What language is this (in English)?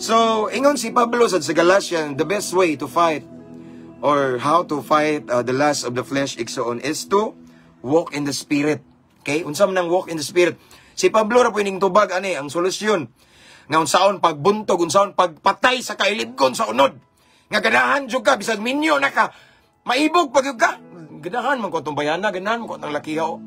Cebuano